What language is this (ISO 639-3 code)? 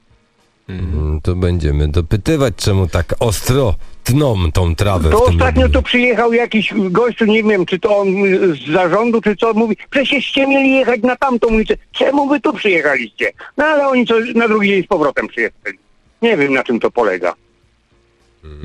pol